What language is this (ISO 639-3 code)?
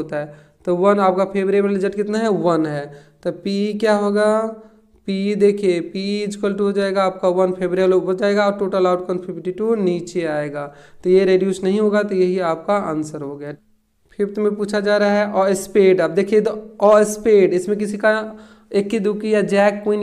hin